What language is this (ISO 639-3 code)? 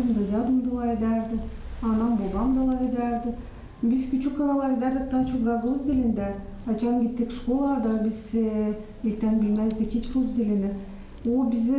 gag